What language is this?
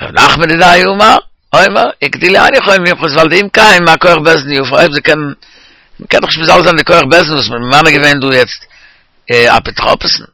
Yiddish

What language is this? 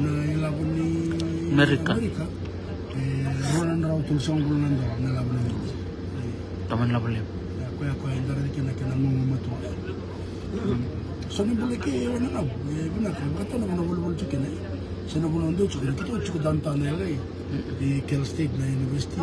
Fijian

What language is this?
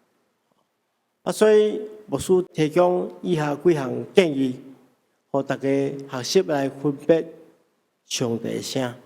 Min Nan Chinese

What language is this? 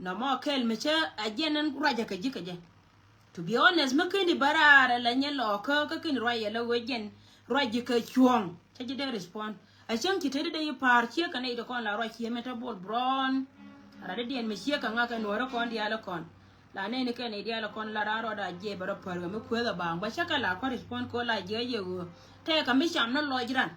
Nuer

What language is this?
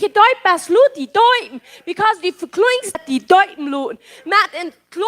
Plautdietsch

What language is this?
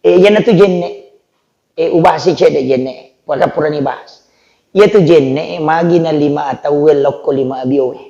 Buginese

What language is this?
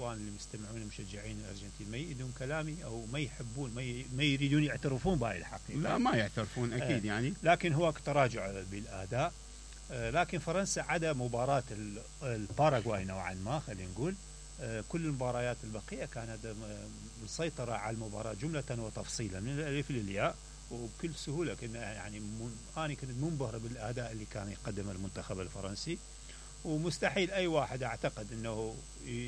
Mesopotamian Arabic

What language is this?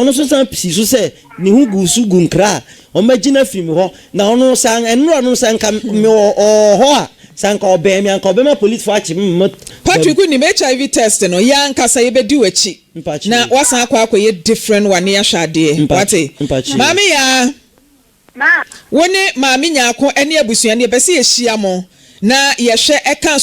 Akan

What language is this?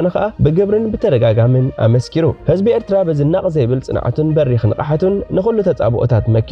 Tigrinya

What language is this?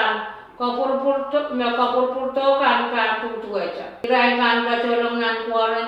Pohnpeian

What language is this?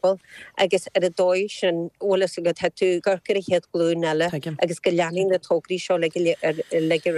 Irish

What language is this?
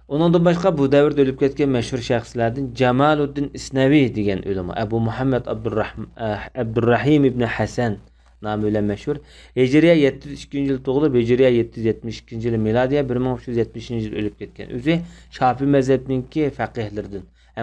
Uyghur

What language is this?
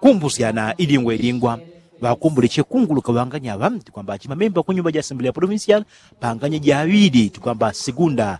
Yao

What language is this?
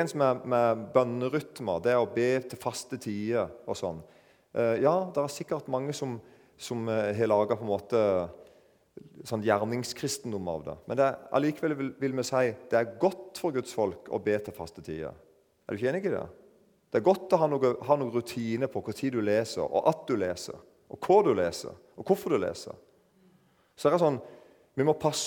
Norwegian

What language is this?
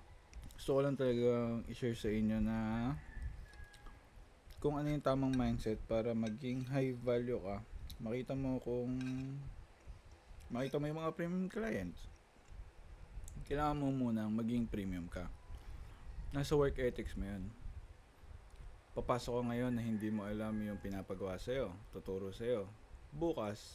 Filipino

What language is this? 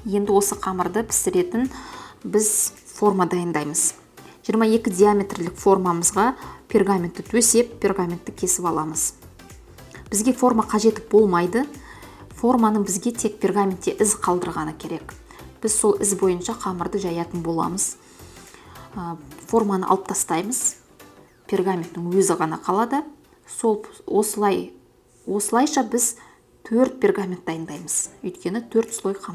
Kazakh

